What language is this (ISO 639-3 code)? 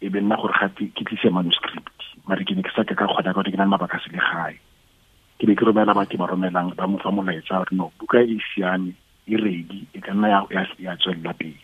tsn